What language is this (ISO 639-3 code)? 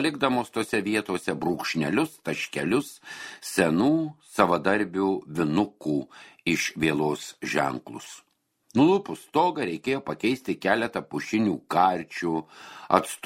lit